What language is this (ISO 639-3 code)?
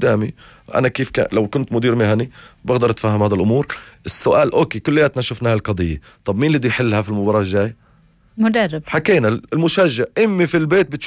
apc